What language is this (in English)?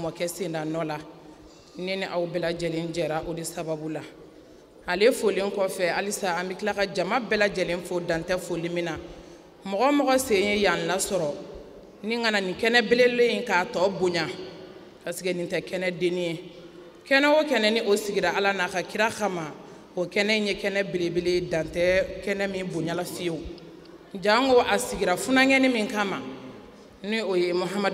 Bambara